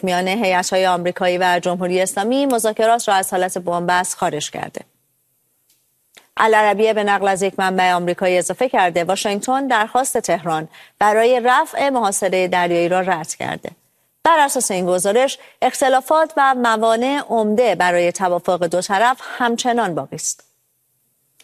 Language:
Persian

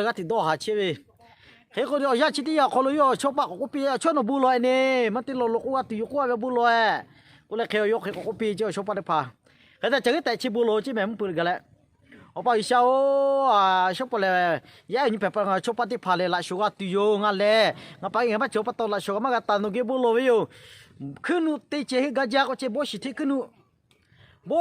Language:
Lahu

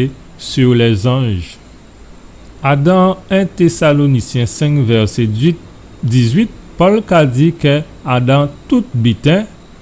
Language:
Guadeloupean Creole French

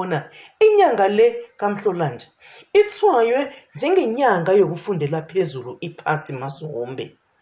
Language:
South Ndebele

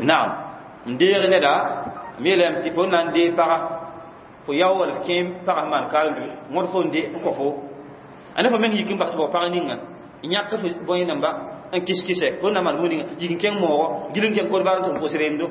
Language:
Mossi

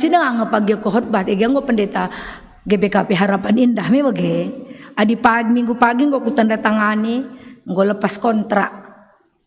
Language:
Batak Karo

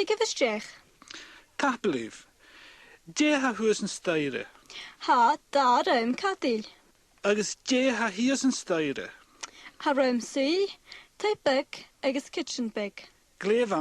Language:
Scottish Gaelic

